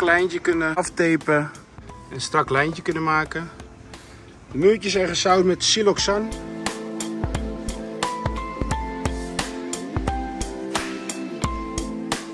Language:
Dutch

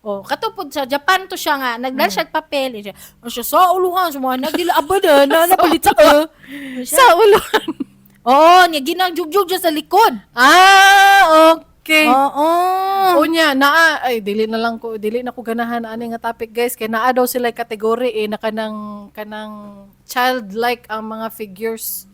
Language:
Cebuano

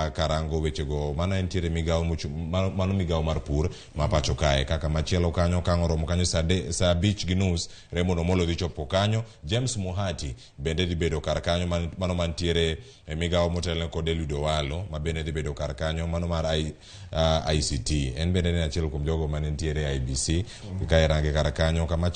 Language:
Luo (Kenya and Tanzania)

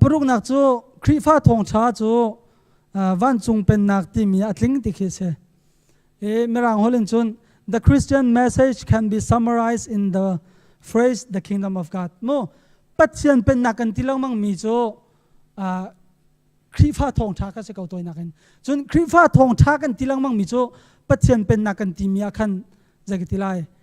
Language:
Hakha Chin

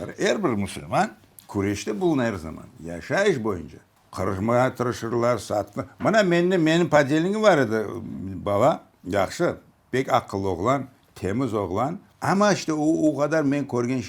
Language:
Crimean Tatar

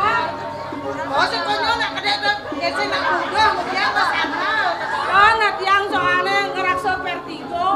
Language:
Balinese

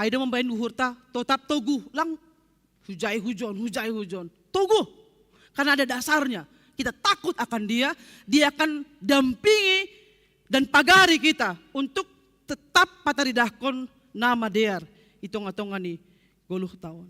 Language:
Batak Simalungun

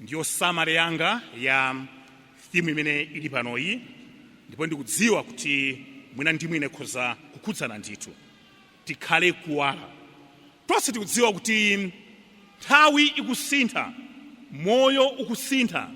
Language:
Nyanja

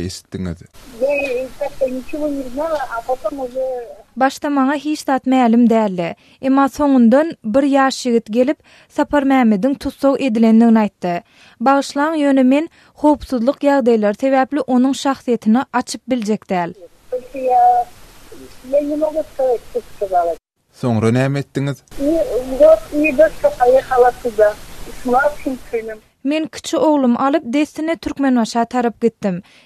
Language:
Turkmen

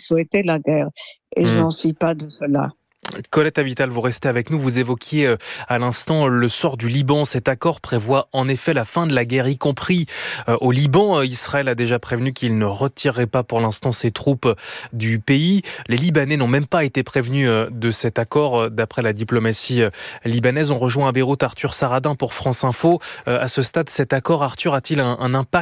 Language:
French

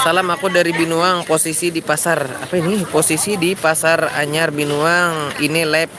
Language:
Banjar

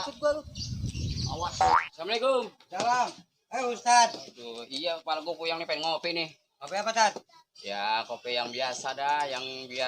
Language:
Betawi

